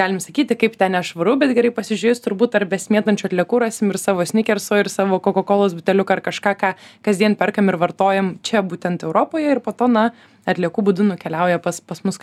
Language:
Lithuanian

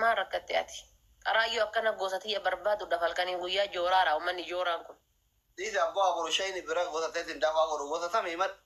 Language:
Oromo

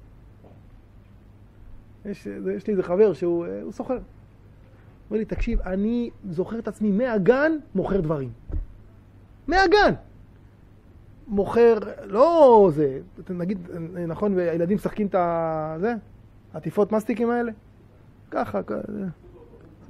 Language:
Hebrew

